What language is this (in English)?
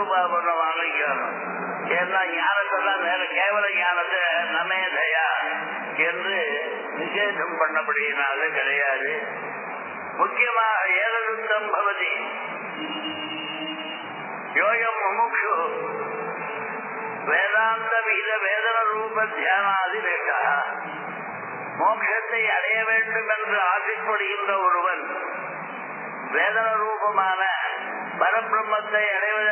Tamil